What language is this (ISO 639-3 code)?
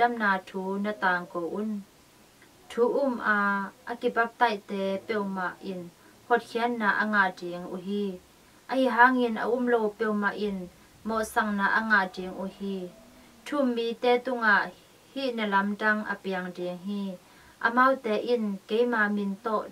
ctd